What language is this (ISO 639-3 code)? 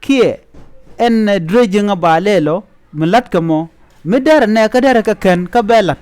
nus